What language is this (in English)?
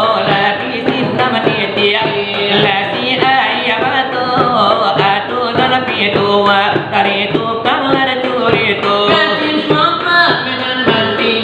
Minangkabau